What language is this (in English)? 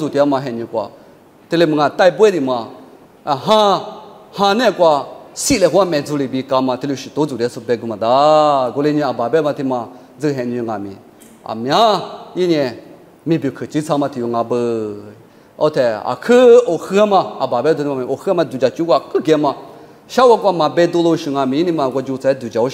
Lisu